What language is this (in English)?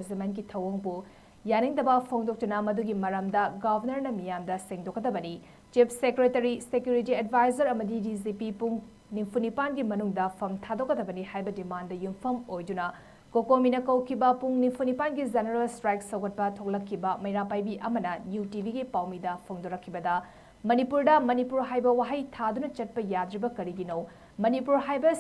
Manipuri